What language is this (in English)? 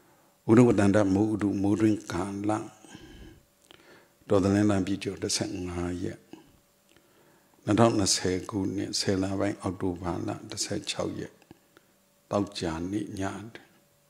Burmese